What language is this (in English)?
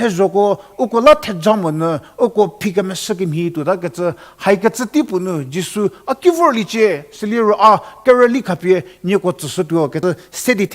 Angami Naga